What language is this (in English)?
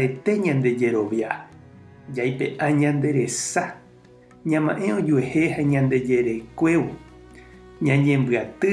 Guarani